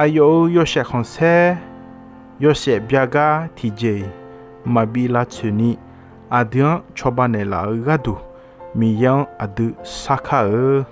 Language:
Akha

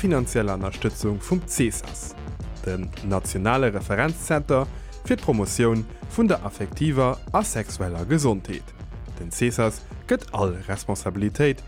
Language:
Luxembourgish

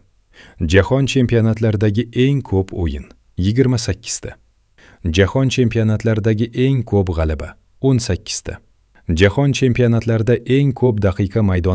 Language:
Uzbek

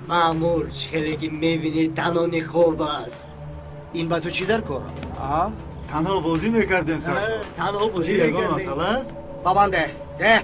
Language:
Tajik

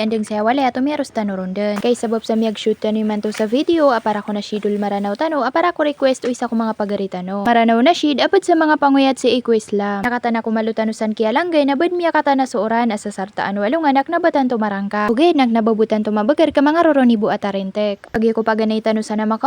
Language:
Maranao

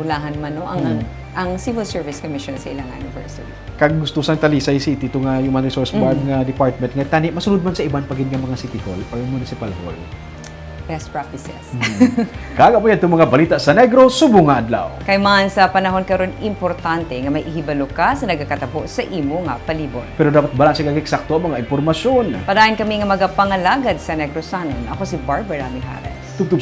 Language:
Hiligaynon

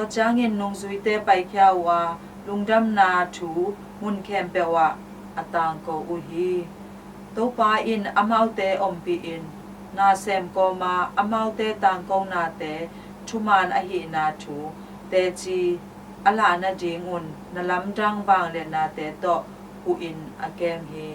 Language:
Tedim Chin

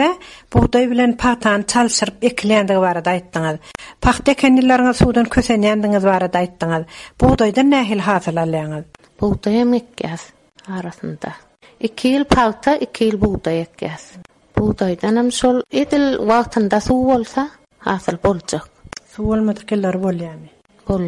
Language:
Turkmen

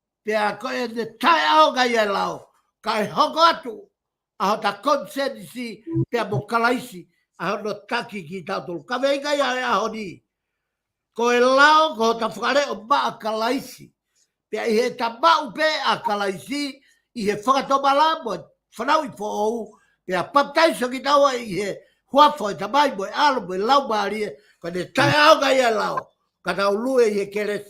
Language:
Tongan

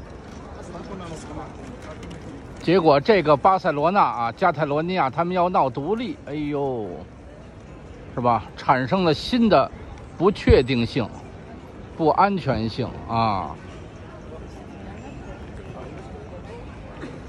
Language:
Chinese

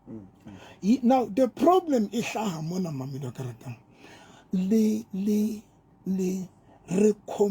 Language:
Southern Sotho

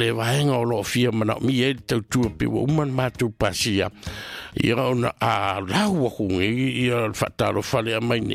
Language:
Samoan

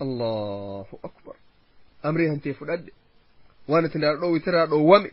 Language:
Oromo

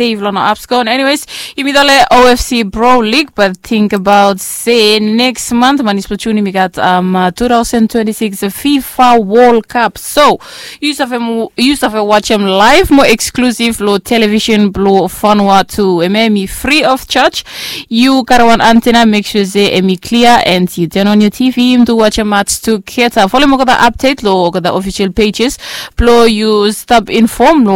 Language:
Bislama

